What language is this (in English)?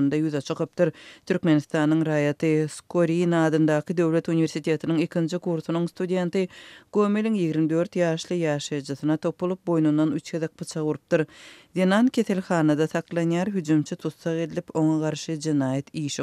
Turkmen